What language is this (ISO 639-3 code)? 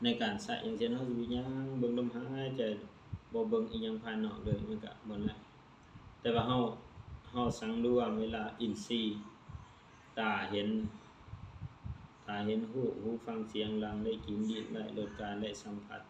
lao